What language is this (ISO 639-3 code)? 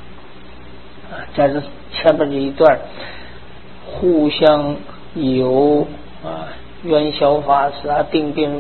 zho